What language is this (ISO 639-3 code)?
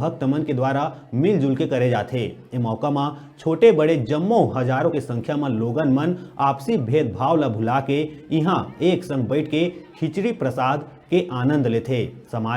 hne